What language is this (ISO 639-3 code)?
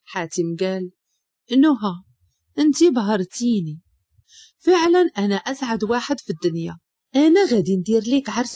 ary